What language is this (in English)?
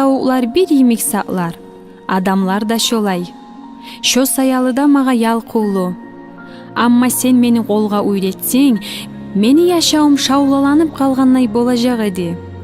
Kumyk